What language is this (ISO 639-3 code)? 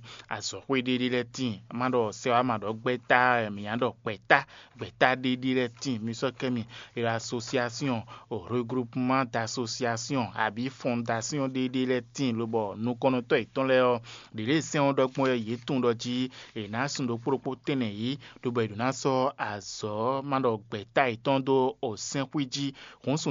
fon